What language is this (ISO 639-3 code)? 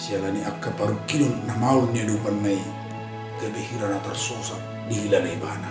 bbc